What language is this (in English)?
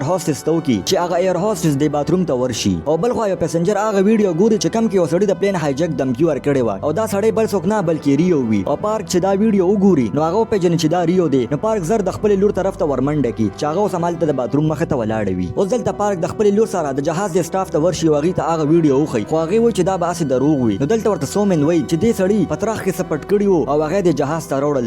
Pashto